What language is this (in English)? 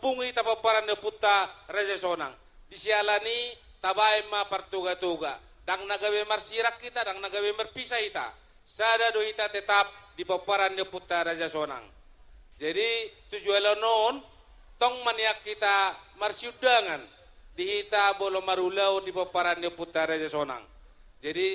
Batak Toba